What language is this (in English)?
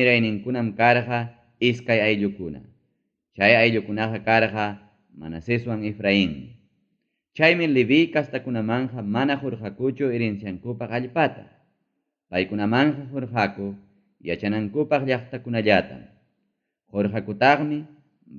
Ayacucho Quechua